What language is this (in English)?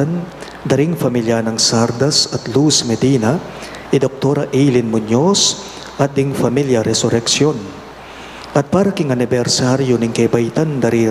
Pampanga